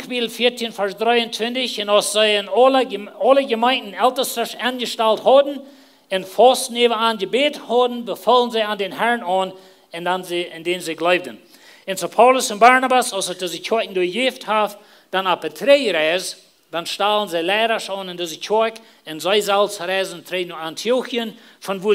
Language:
Plautdietsch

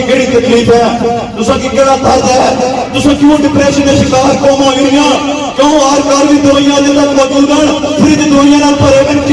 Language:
Pahari-Potwari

